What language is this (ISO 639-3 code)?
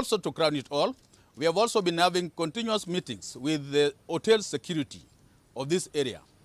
kam